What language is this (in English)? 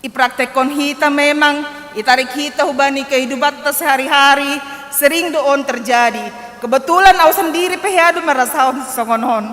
Batak Simalungun